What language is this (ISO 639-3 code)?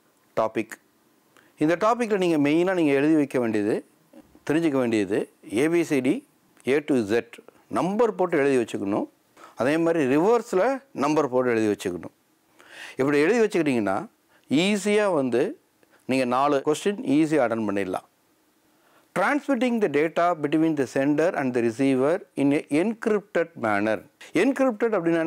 tam